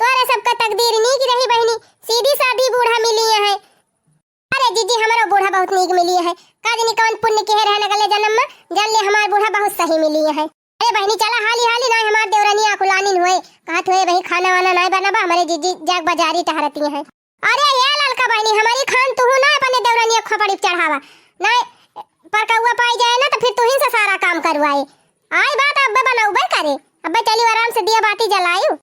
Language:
Awadhi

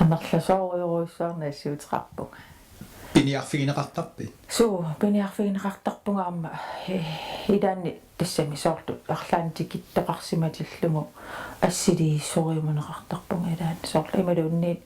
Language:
Kalaallisut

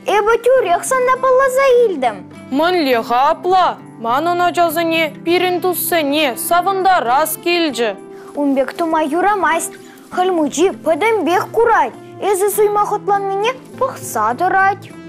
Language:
Chuvash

